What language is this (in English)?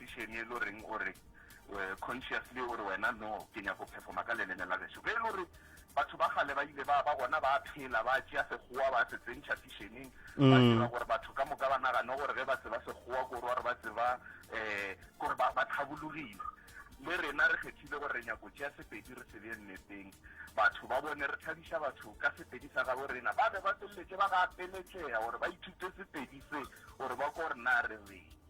Northern Sotho